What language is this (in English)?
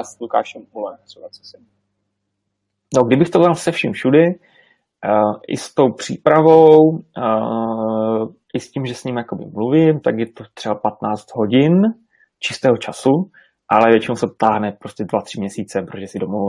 Czech